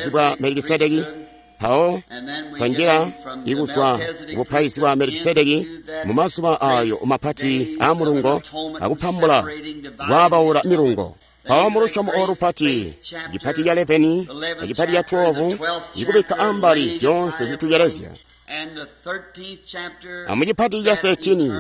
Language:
Tonga (Zambia)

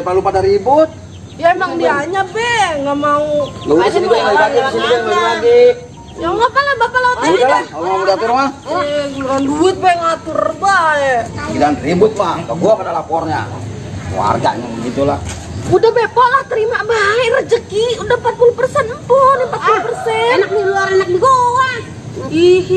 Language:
Betawi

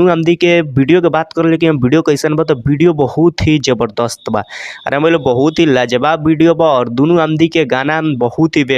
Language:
Bhojpuri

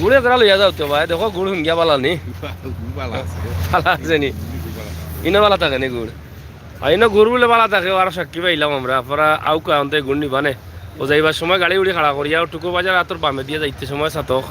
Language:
Sylheti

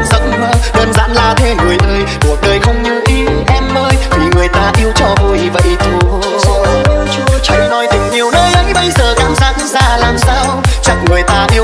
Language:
Vietnamese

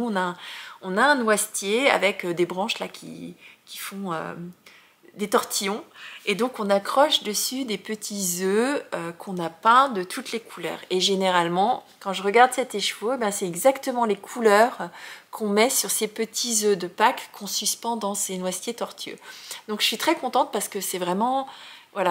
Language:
French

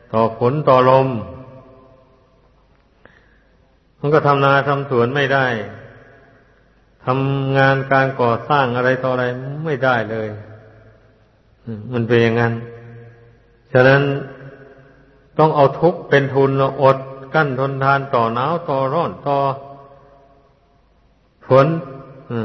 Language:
Thai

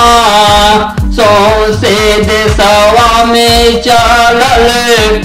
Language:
Bhojpuri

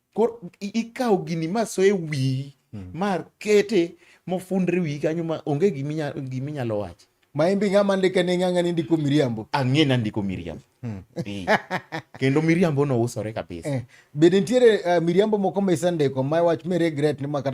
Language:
Luo (Kenya and Tanzania)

